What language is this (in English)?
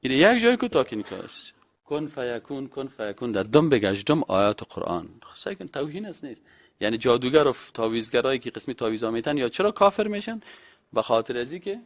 Persian